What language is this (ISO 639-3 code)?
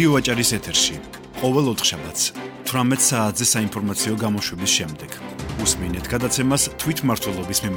kat